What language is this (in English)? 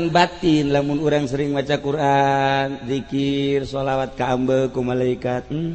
Sundanese